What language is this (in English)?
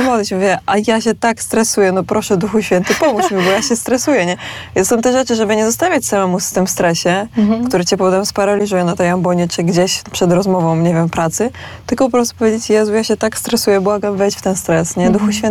Polish